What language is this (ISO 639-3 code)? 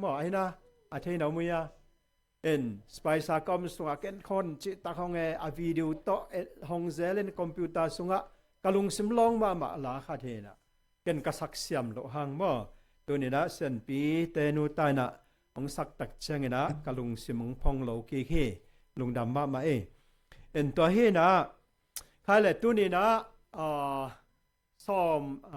ctd